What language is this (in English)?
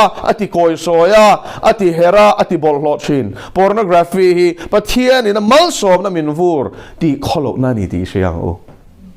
Mizo